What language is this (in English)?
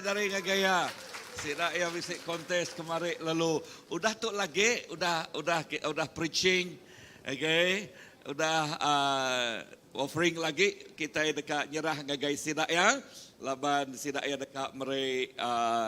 Iban